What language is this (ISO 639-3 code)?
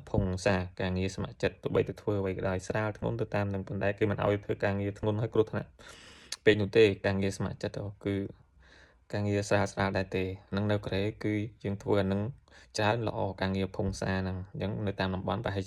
khm